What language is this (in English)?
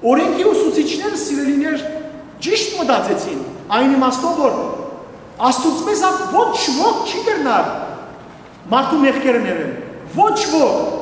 Western Armenian